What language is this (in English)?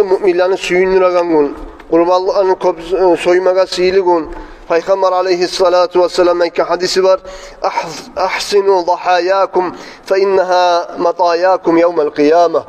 Kumyk